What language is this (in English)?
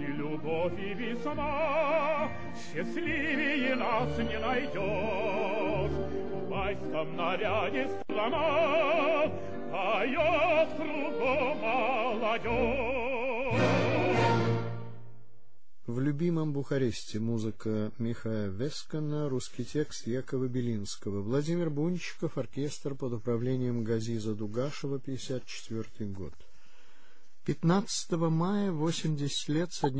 Russian